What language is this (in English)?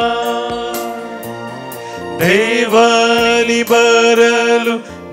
Konkani